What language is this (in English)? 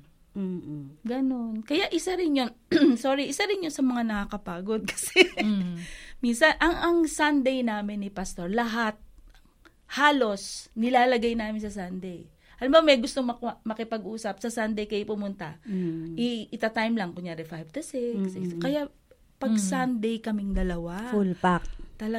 Filipino